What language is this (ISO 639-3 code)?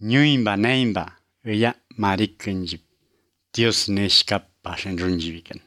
eus